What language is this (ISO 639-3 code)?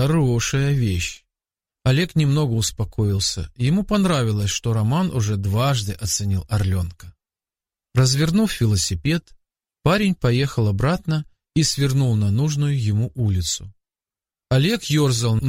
rus